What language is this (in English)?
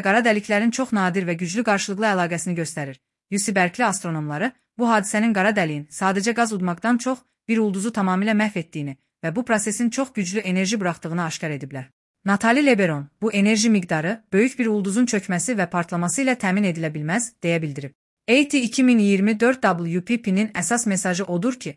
Azerbaijani